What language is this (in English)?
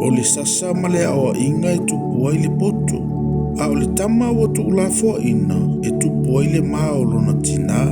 Samoan